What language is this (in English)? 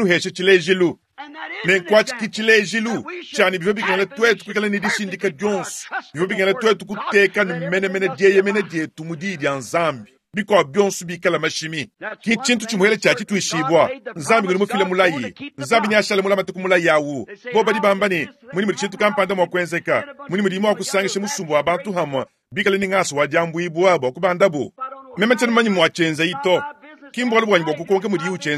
Luba-Lulua